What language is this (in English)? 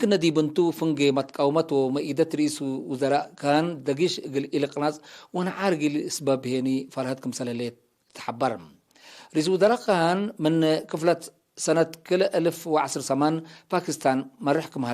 Tigre